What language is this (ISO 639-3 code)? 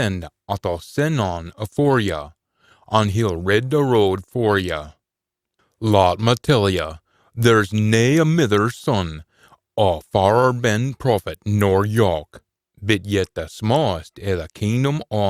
sco